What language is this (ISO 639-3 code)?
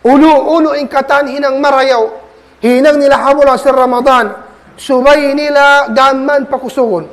tsg